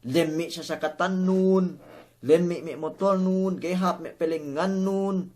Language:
Yakan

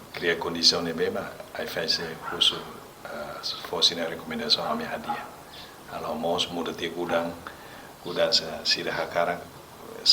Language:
Tetum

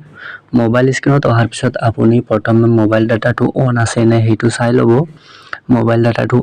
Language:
Assamese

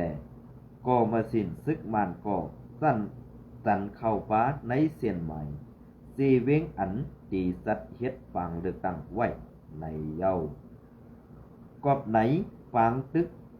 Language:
Shan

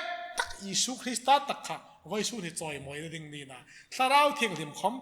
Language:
Hmar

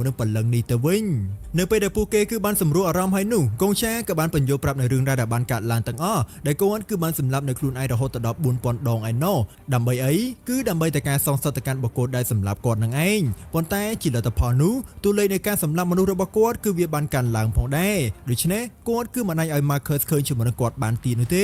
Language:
Khmer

